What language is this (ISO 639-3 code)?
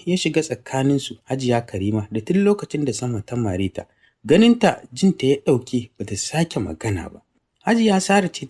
hau